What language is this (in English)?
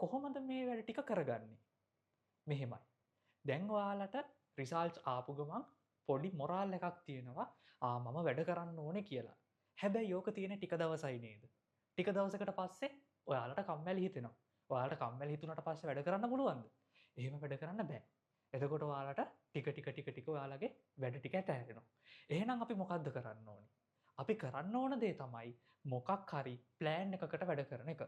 Sinhala